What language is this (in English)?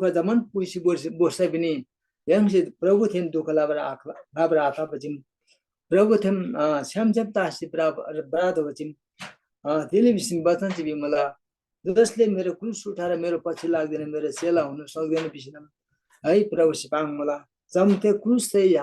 Eastern Tamang